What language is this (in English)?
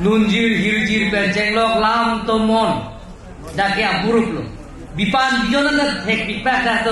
Karbi